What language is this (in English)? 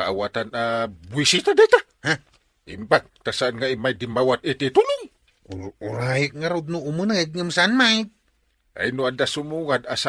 Iloko